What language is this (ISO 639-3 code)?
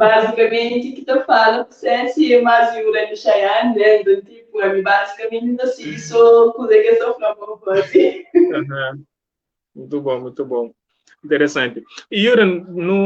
kea